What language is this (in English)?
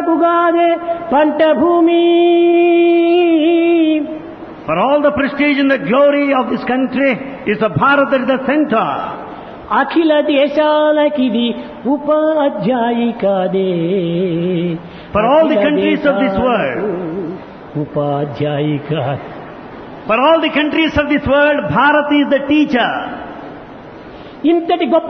Telugu